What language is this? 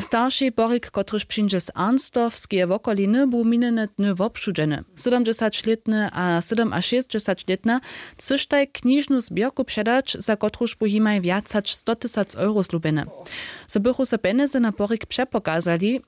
Upper Sorbian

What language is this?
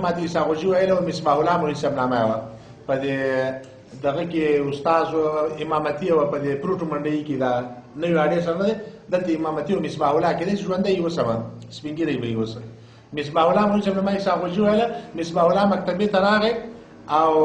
Pashto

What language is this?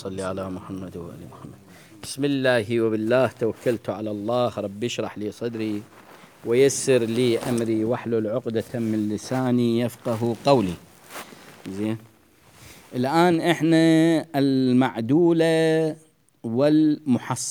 Mesopotamian Arabic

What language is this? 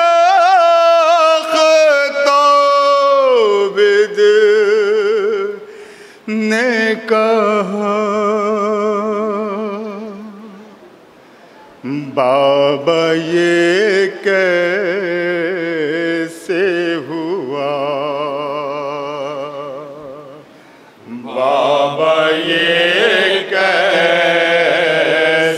Hindi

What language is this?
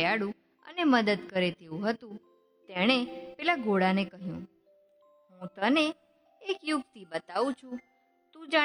Gujarati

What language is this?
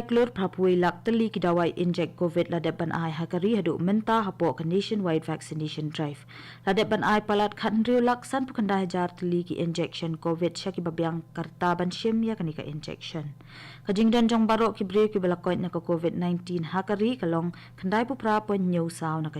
Khasi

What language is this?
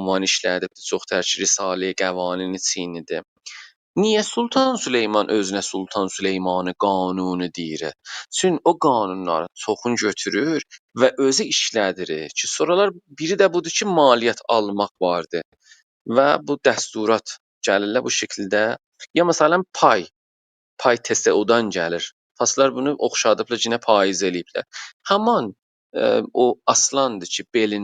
South Azerbaijani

